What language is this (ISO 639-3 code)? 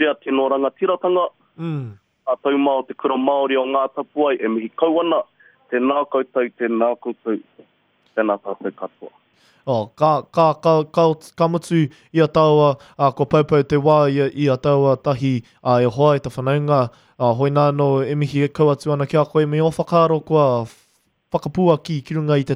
mri